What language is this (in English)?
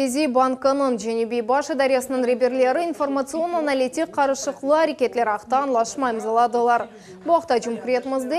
Crimean Tatar